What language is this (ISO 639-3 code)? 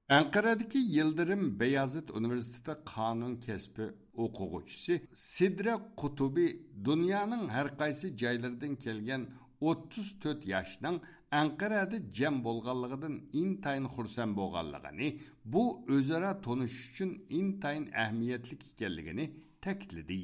uig